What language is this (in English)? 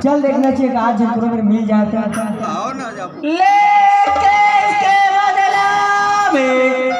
Chhattisgarhi